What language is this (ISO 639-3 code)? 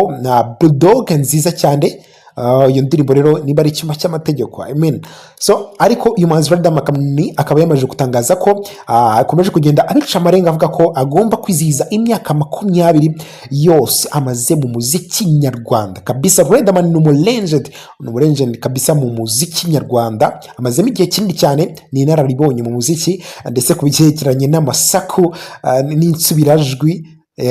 kin